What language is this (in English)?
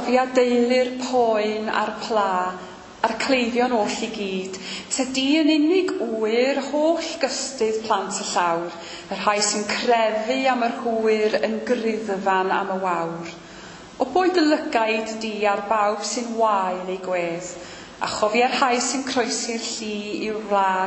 Welsh